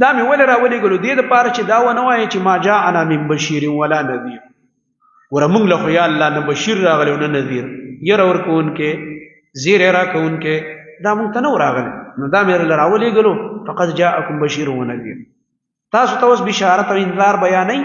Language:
Pashto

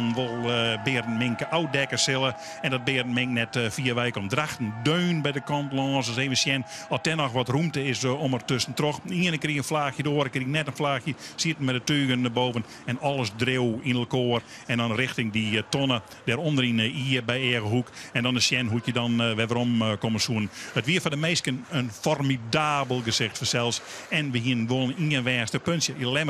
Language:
Western Frisian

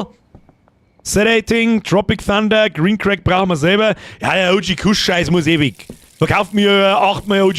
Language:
Bavarian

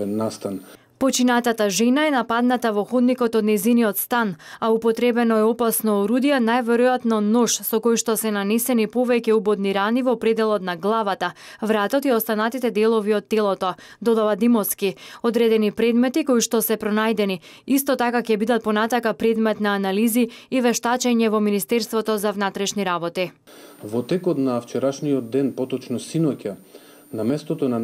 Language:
Macedonian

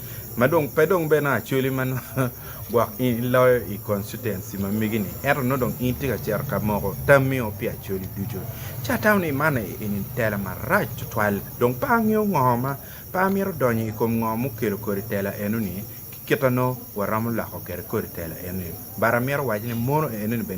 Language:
Acoli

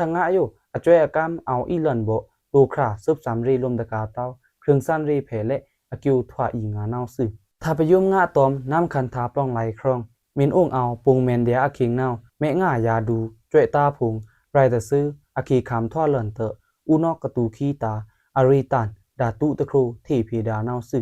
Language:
Pa'o Karen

